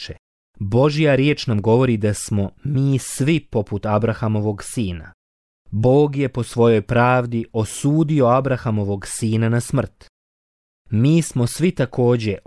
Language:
Bosnian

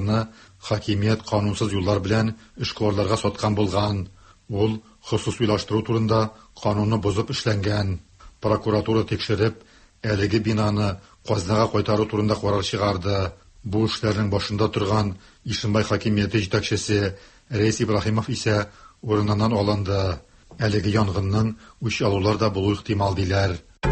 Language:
Tatar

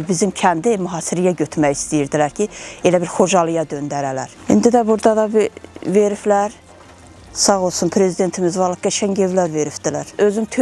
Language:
Azerbaijani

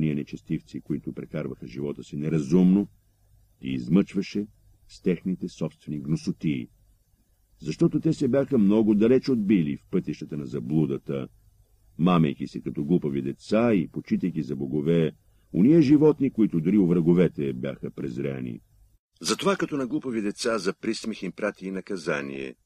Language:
Bulgarian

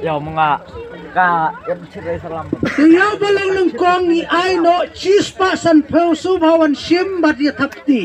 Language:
Khasi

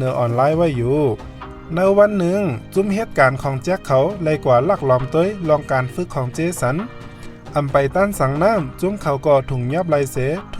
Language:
Shan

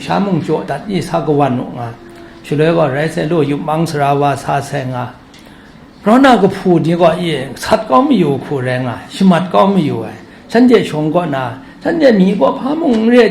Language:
Kachin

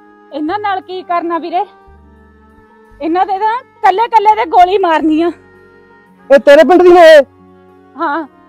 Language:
Punjabi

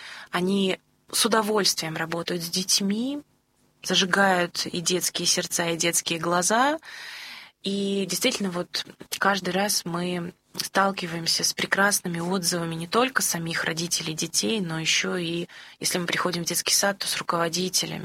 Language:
Russian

